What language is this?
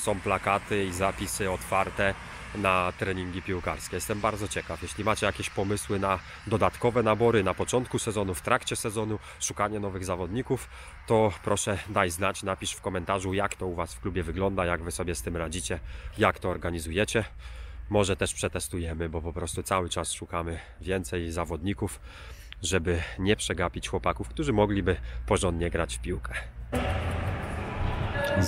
Polish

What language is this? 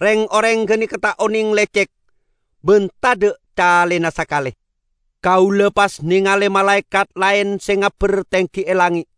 Madurese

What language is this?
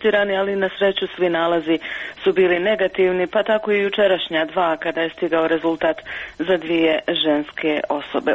Croatian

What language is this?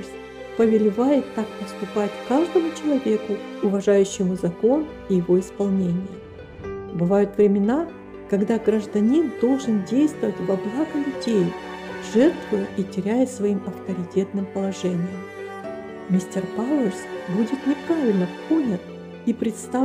Russian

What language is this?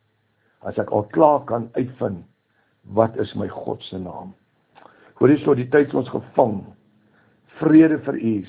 Afrikaans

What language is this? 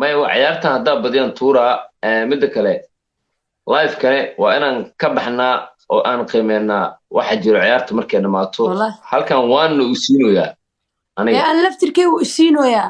Somali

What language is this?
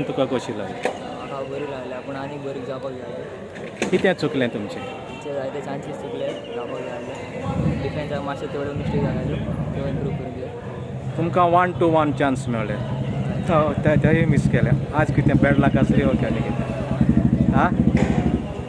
Konkani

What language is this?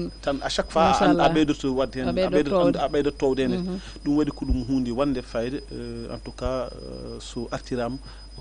Fula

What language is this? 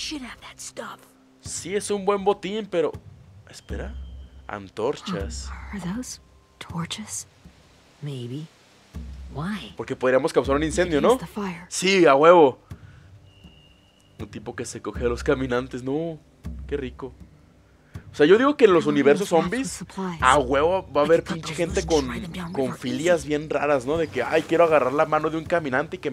Spanish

